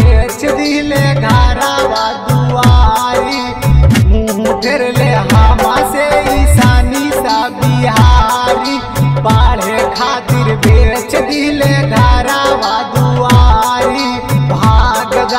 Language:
Bhojpuri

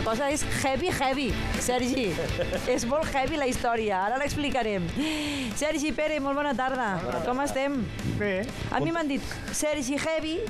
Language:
Catalan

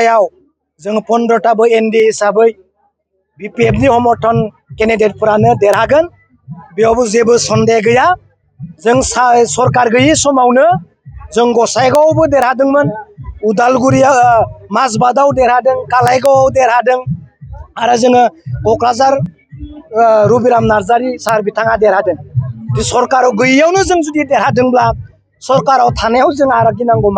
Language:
Bodo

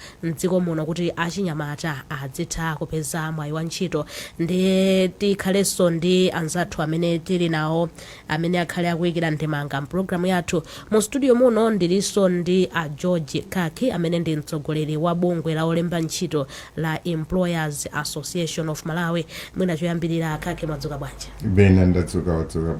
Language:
Nyanja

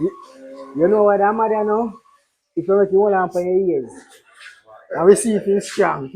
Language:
Jamaican Creole English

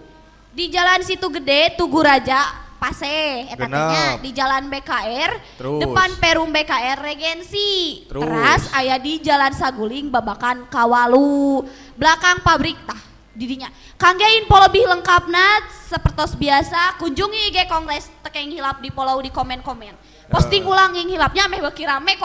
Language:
Sundanese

